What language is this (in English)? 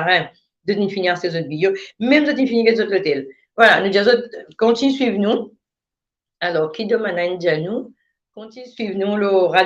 Morisyen